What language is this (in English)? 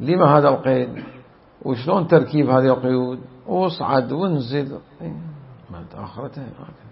Mesopotamian Arabic